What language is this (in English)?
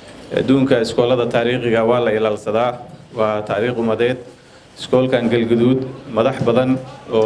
Somali